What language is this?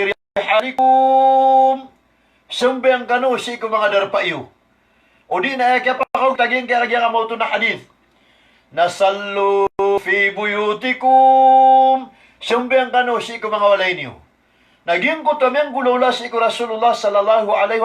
Maranao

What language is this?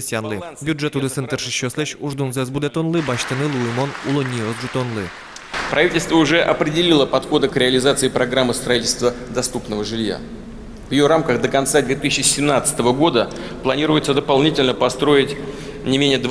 Udmurt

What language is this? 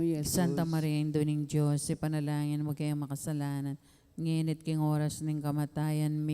Pampanga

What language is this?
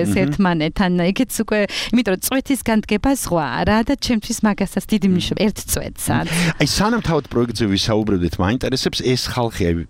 Georgian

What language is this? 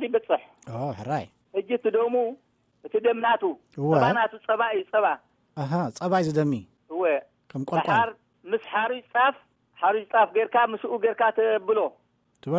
Tigrinya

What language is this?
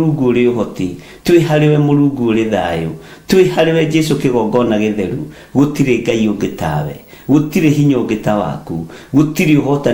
Kikuyu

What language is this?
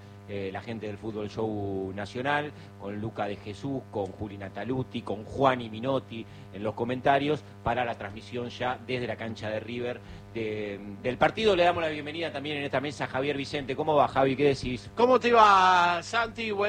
Spanish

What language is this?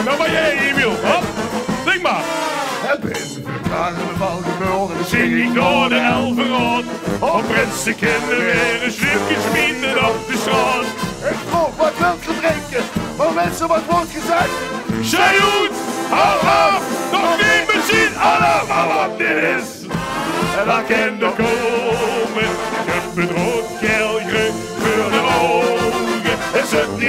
Limburgish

